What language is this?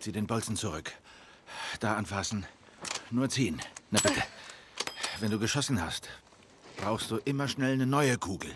Bavarian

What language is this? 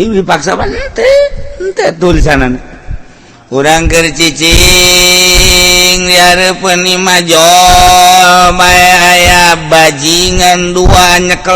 Sundanese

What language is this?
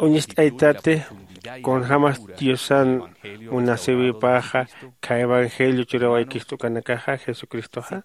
Aymara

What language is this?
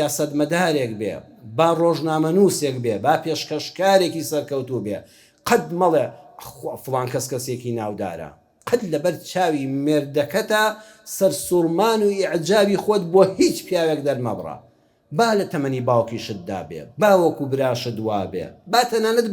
Central Kurdish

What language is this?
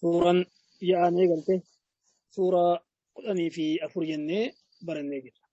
Oromo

